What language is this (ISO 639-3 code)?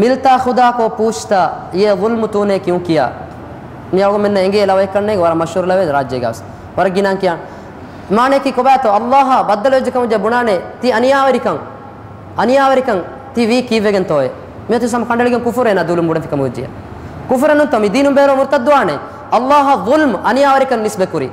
div